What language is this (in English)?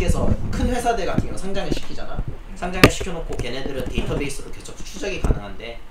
Korean